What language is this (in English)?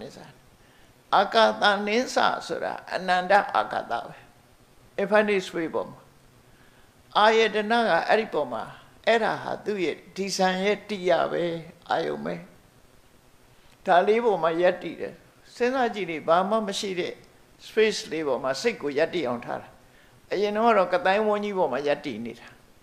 Burmese